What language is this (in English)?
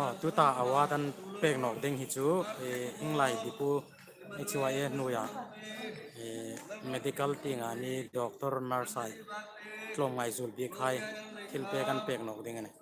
Hmar